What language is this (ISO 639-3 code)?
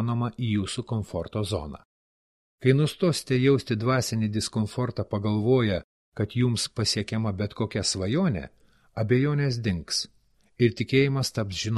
lit